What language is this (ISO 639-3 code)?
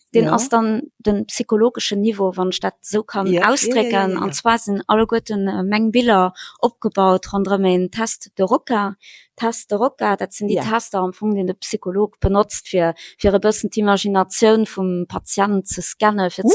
ltz